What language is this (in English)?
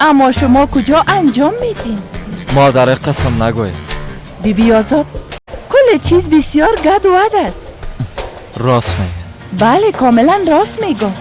Persian